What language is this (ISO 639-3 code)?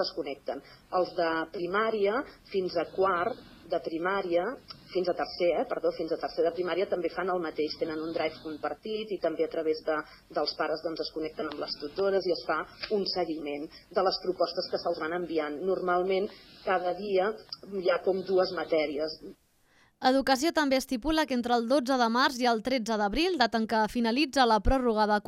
cat